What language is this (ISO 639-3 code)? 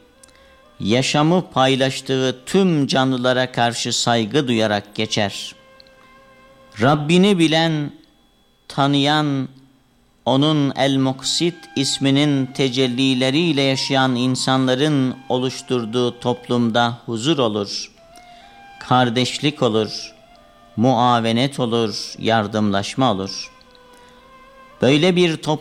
tur